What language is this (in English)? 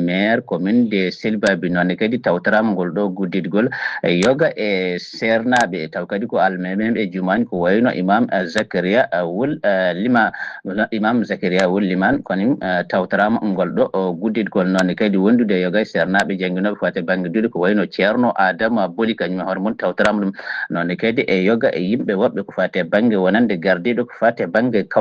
Fula